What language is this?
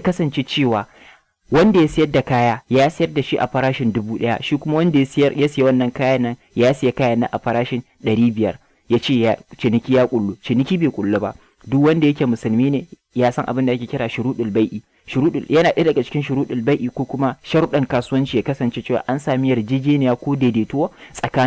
Hausa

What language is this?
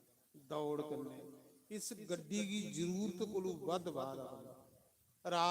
Dogri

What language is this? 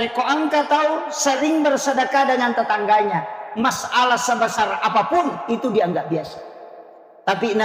Buginese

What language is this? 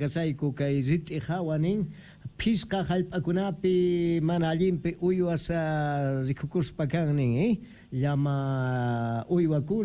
South Bolivian Quechua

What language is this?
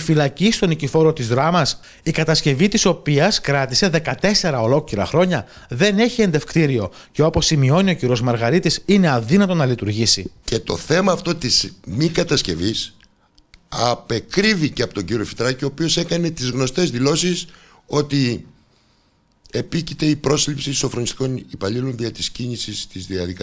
Greek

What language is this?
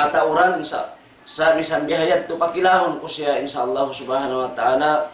Tausug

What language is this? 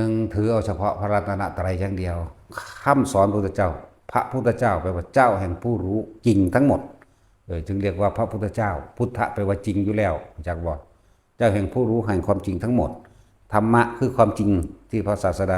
Northeastern Thai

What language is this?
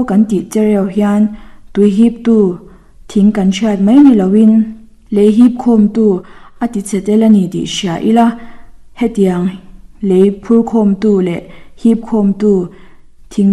Mizo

